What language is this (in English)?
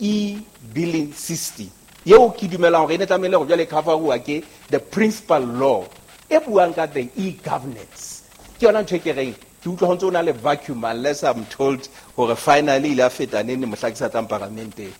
Southern Sotho